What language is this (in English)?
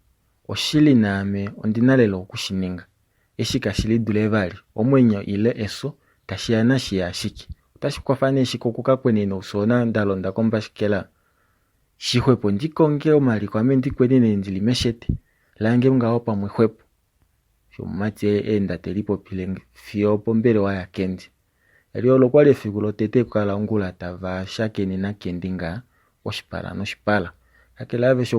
Kuanyama